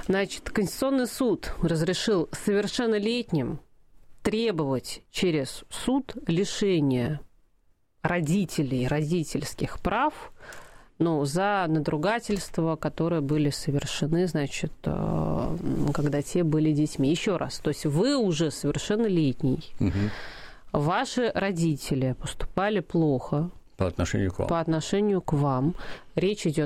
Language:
Russian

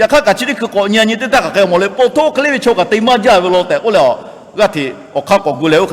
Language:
Lahu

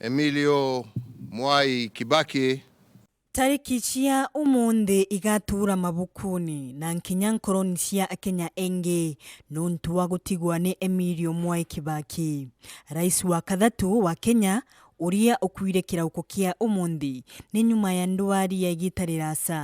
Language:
Meru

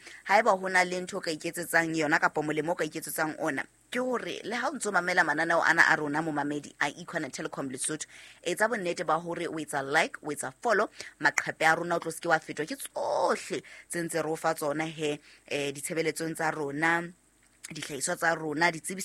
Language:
Southern Sotho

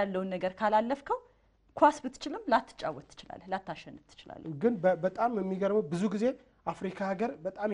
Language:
Amharic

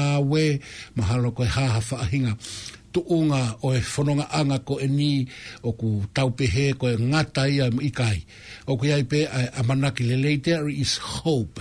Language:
Tongan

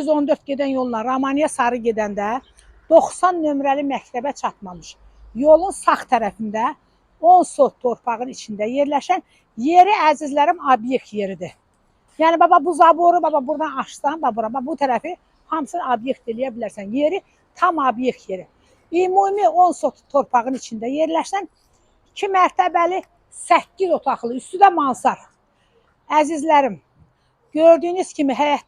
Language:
Azerbaijani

